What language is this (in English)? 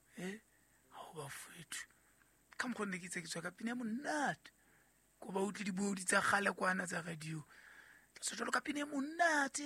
Southern Sotho